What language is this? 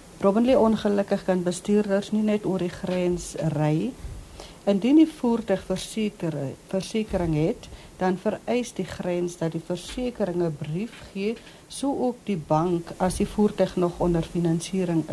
Afrikaans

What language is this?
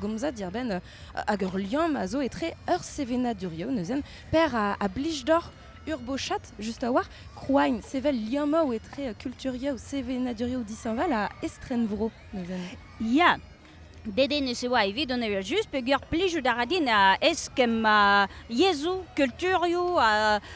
Breton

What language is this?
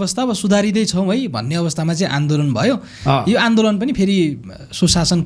Nepali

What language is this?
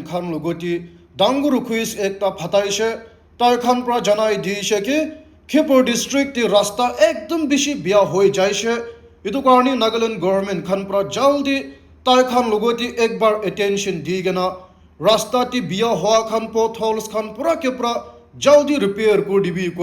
Naga Pidgin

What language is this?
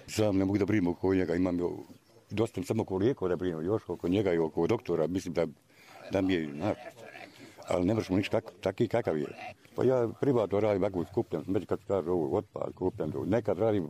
Bosnian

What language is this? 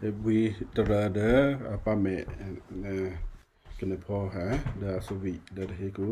Western Kayah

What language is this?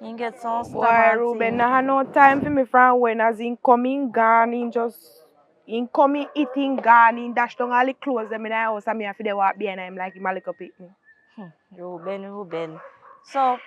Jamaican Creole English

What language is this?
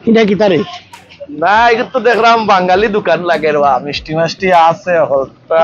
Sylheti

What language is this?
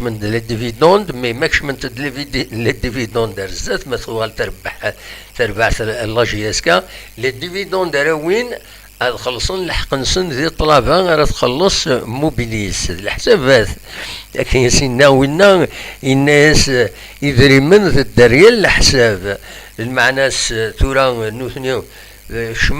Kabyle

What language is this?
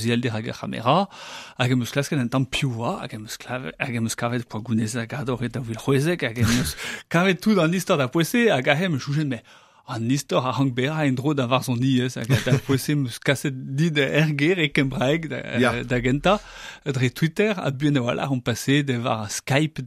Breton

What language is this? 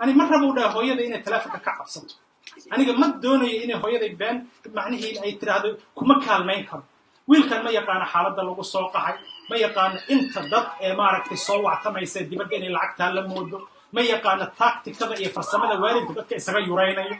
Somali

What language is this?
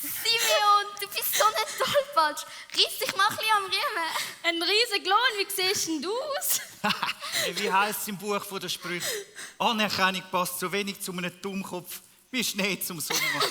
Swiss German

